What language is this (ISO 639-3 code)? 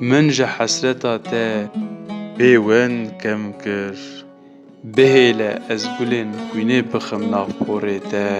kur